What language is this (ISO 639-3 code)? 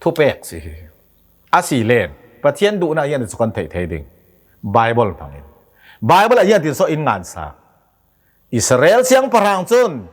cnh